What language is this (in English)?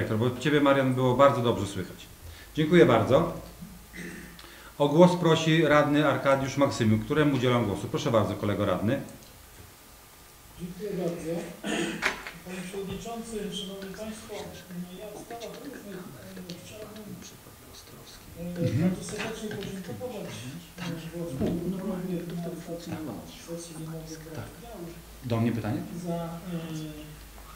Polish